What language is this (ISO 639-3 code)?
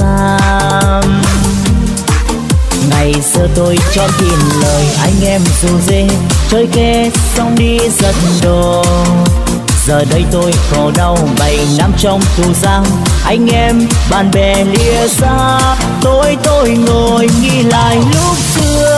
vie